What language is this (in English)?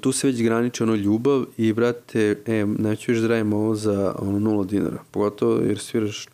Serbian